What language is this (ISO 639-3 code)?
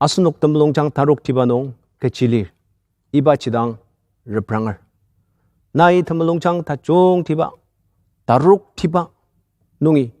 njo